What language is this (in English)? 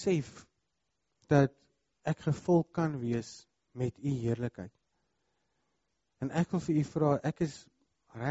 Afrikaans